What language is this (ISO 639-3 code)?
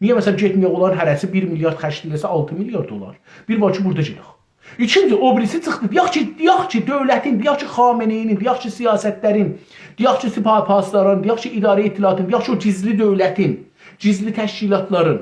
azb